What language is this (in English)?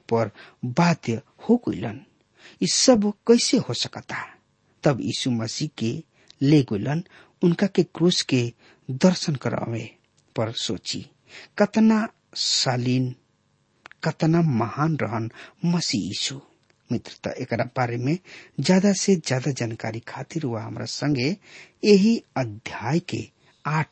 Bhojpuri